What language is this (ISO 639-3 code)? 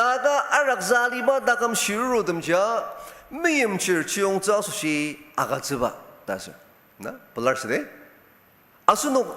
njo